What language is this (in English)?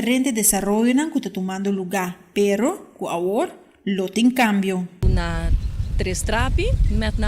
Papiamento